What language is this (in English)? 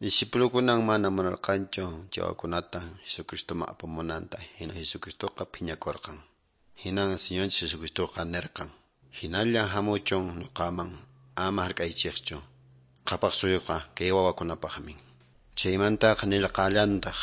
Quechua